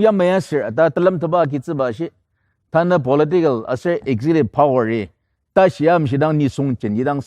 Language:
Ao Naga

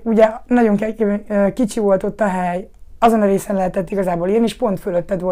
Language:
Hungarian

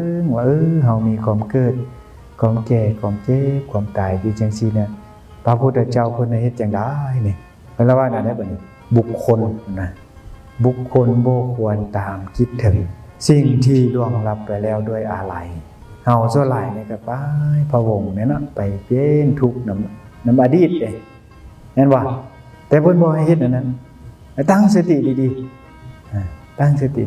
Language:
Northeastern Thai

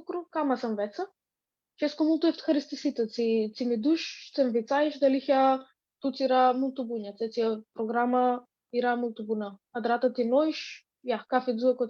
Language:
Aromanian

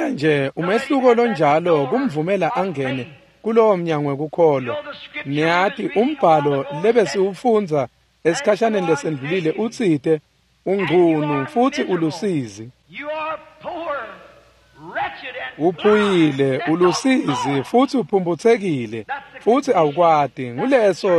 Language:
Swati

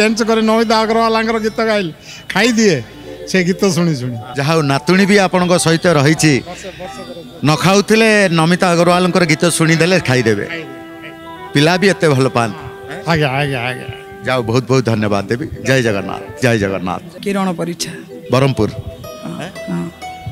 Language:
Odia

